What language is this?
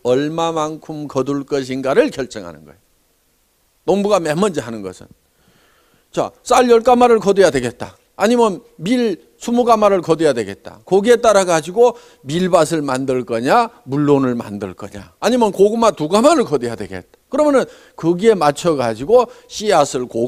Korean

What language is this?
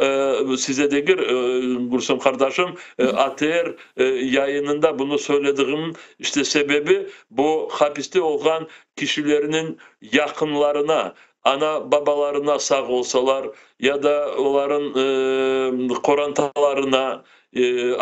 Crimean Tatar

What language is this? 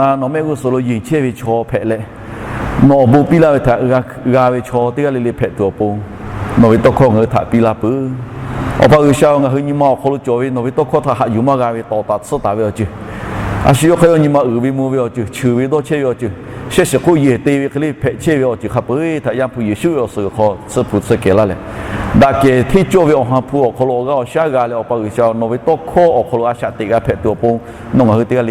Lahu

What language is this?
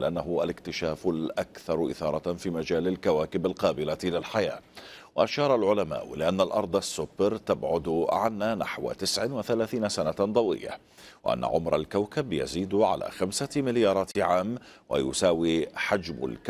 Arabic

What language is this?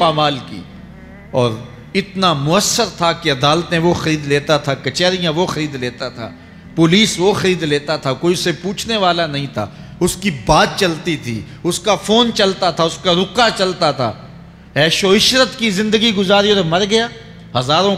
Urdu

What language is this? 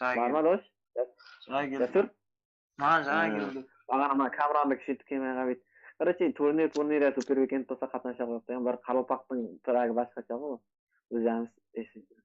Kara-Kalpak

